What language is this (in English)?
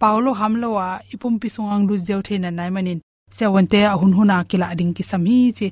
Tedim Chin